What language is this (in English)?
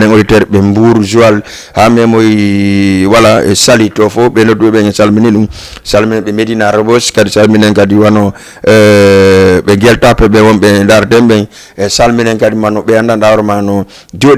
Fula